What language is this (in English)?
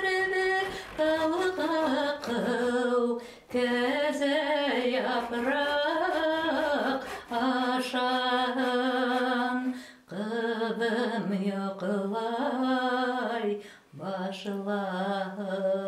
Bashkir